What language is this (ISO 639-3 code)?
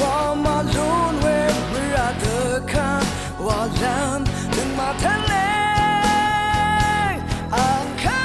raw